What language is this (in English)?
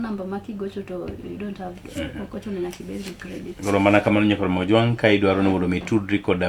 Luo (Kenya and Tanzania)